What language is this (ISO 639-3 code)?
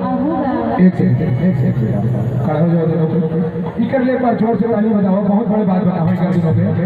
hne